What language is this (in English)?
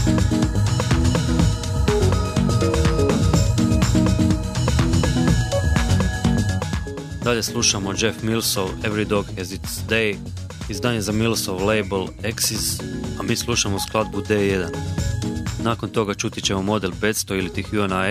Croatian